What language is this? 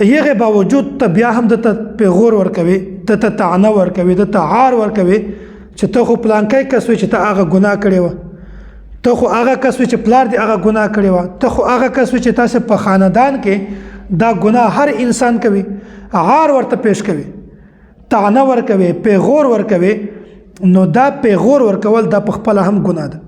Pashto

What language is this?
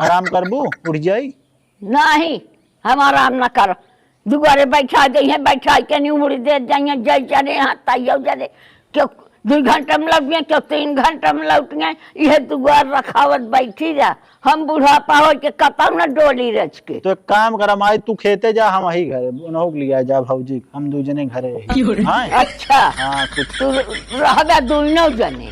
Awadhi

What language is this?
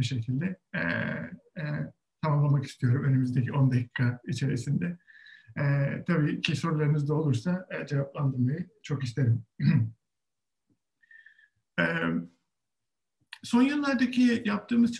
Turkish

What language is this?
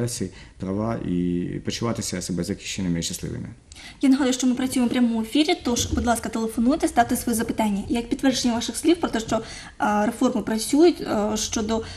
Ukrainian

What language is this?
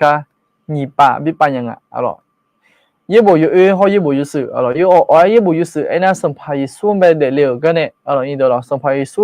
Akha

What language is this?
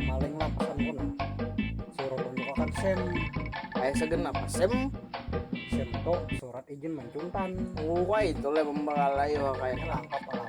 Banjar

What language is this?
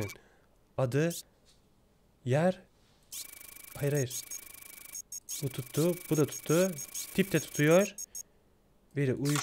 Turkish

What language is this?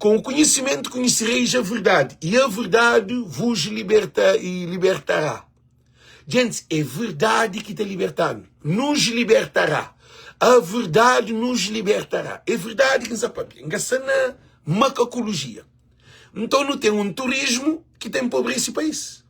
Kabuverdianu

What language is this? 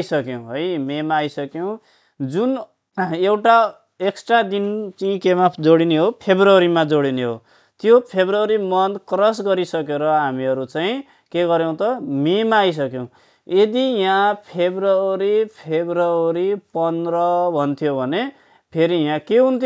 Nepali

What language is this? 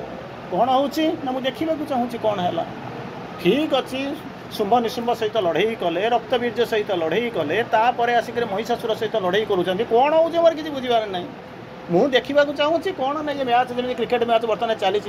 Odia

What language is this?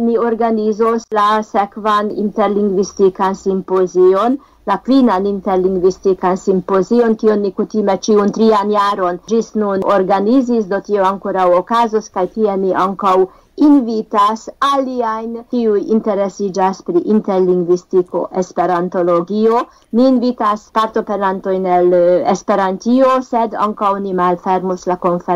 Esperanto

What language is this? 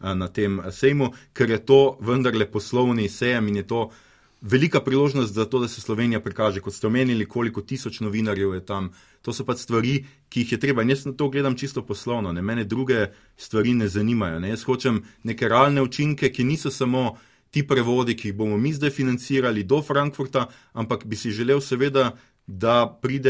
Slovenian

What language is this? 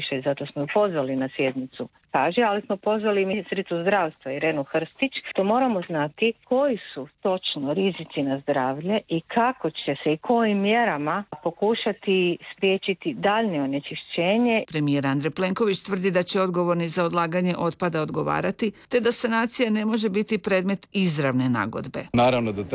Croatian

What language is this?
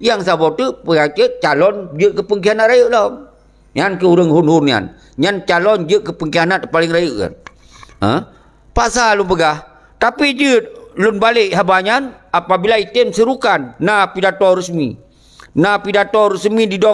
Achinese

